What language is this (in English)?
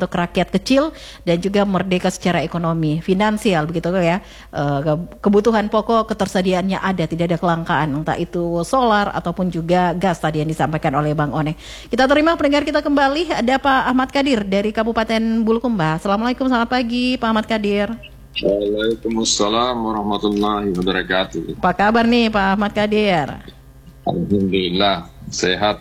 Indonesian